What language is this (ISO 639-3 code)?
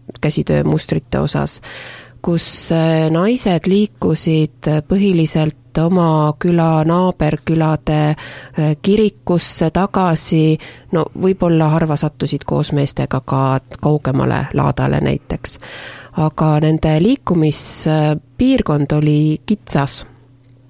est